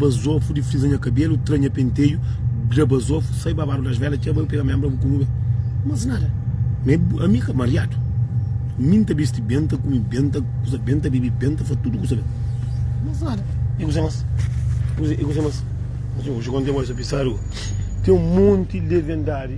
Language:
Kabuverdianu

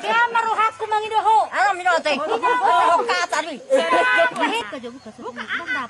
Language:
Batak Toba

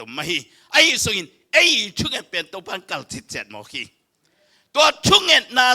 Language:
Tedim Chin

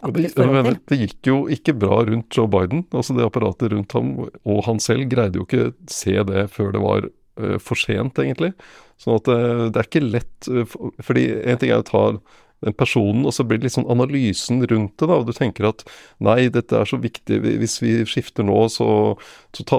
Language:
Norwegian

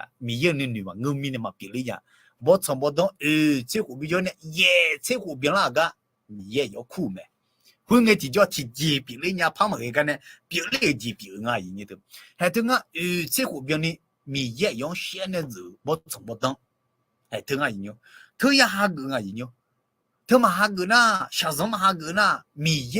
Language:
Akha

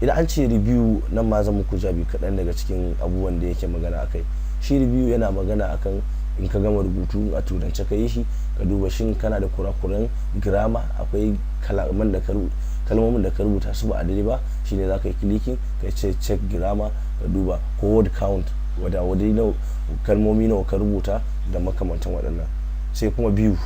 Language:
Hausa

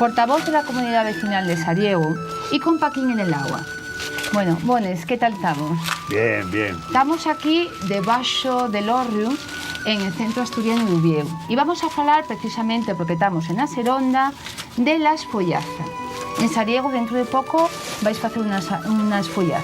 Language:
Asturian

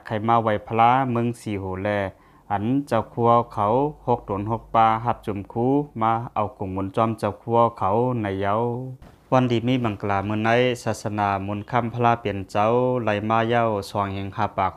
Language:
Lao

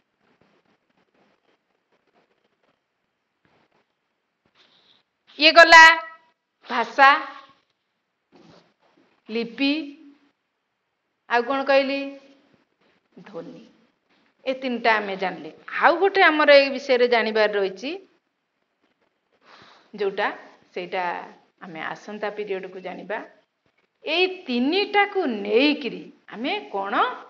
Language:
Odia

